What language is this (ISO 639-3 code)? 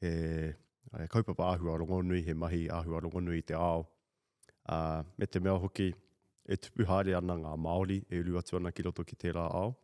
mri